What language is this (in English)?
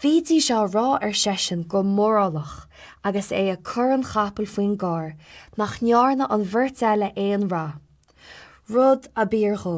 Irish